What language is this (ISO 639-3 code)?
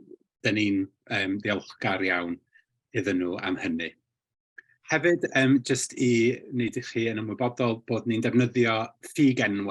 cym